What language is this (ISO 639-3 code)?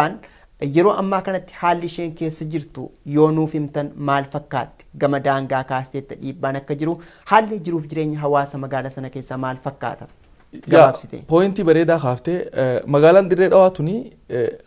orm